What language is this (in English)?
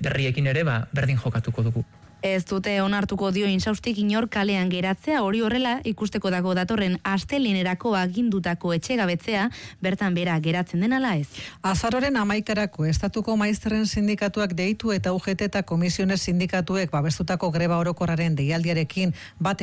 Basque